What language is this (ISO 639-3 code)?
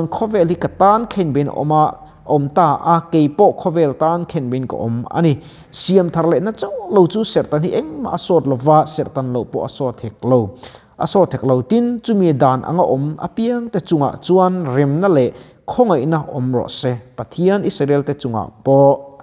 lus